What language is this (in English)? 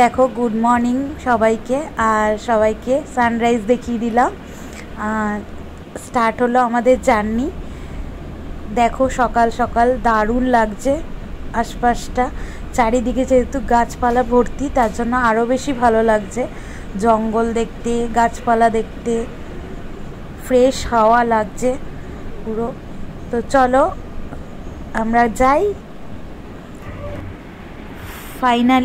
Bangla